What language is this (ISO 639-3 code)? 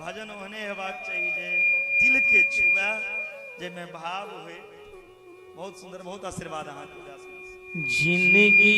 mai